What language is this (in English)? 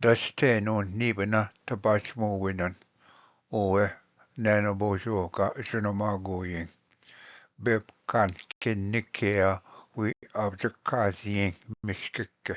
Ojibwa